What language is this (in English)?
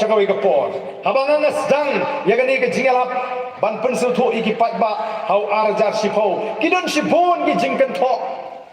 Khasi